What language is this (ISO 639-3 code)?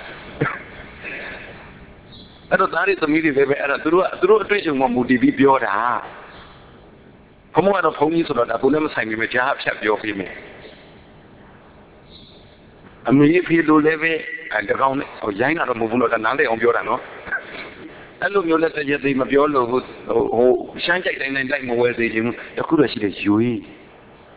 mya